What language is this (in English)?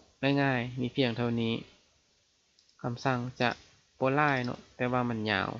Lao